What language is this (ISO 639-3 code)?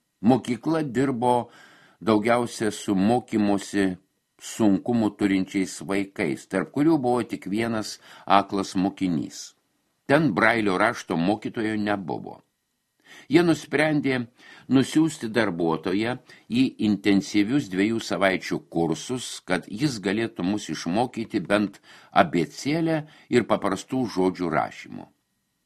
lit